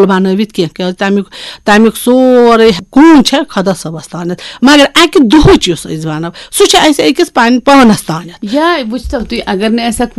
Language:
Kashmiri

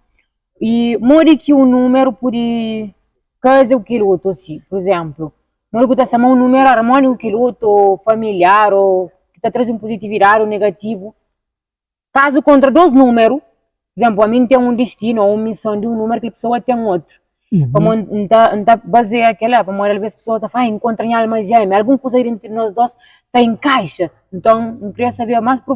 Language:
Kabuverdianu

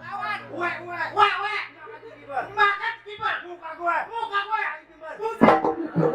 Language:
Betawi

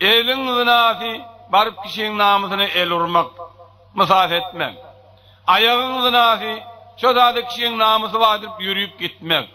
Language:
Turkmen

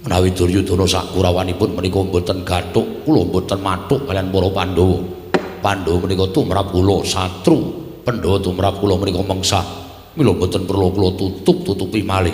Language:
Javanese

